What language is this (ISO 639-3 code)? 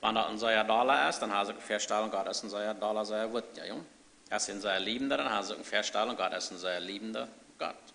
pdt